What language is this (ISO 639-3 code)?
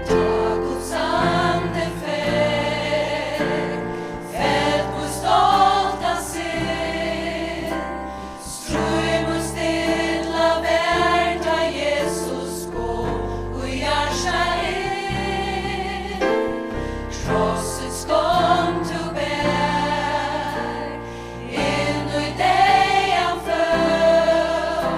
fao